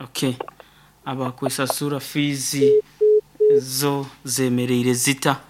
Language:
Nyankole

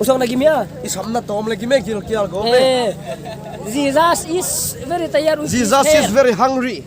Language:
Paite Chin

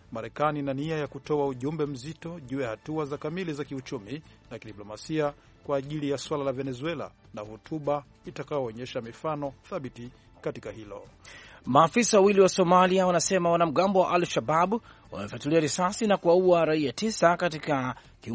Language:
Swahili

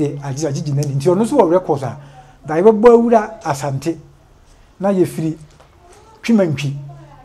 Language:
Akan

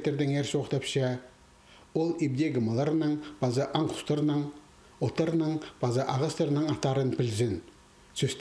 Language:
Khakas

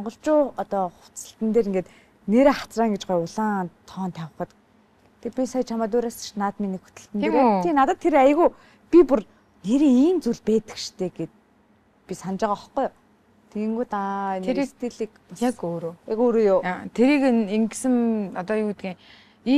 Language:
Mongolian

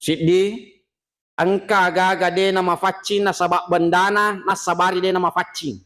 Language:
Buginese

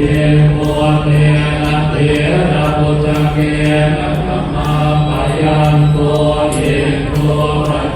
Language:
Pali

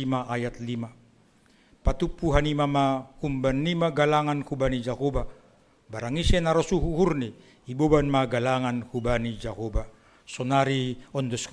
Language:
Batak Simalungun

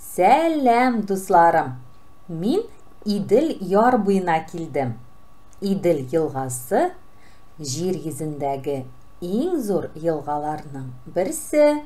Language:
Tatar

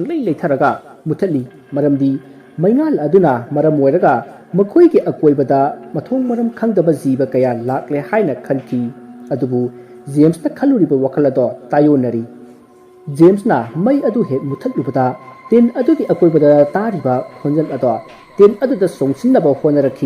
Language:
Manipuri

